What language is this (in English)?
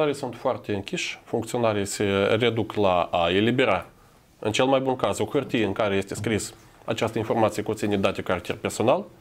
Romanian